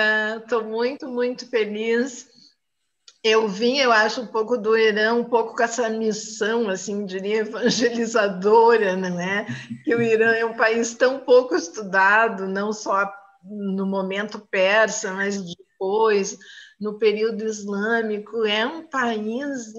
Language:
Portuguese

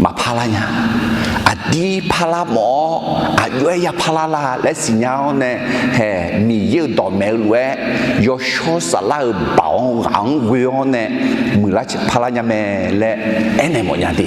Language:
Akha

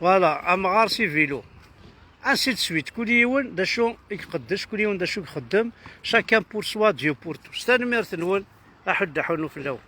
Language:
Kabyle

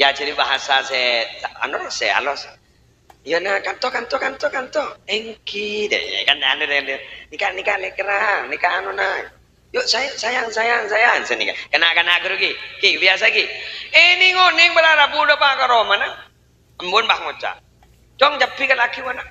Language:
Madurese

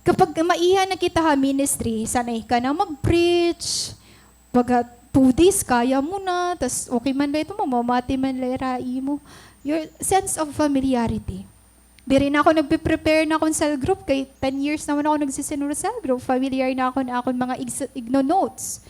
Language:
Waray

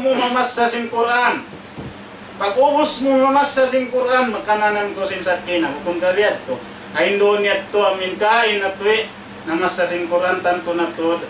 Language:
Tausug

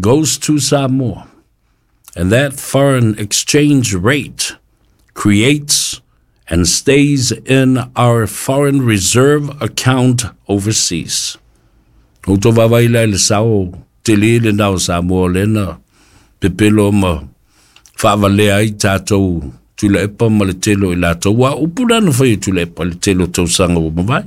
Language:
Samoan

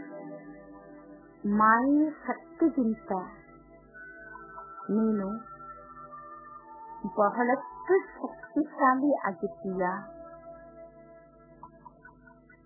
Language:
Kannada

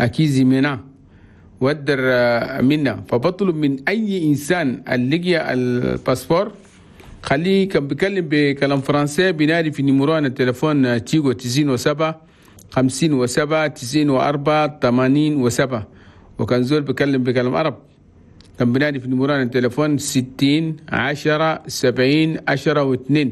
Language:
Chadian Arabic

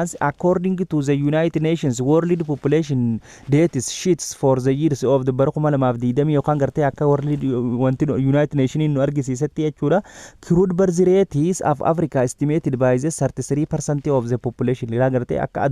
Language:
Oromo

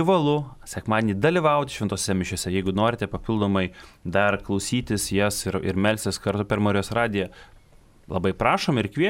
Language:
Lithuanian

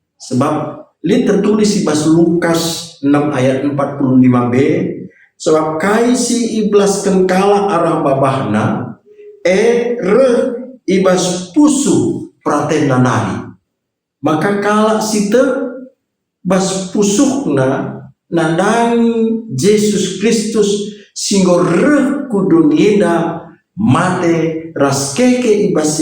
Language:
Batak Karo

